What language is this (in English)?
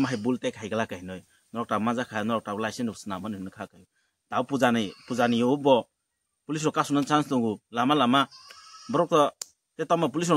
Kok Borok